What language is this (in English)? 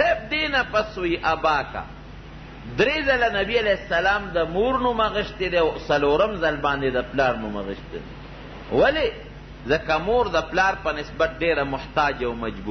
Pashto